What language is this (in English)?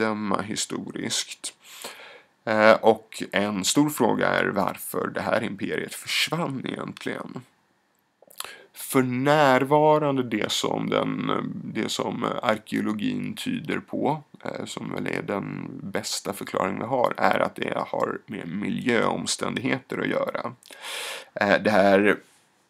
Swedish